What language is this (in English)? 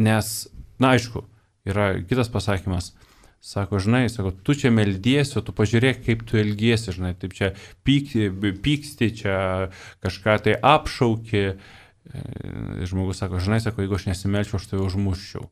Lithuanian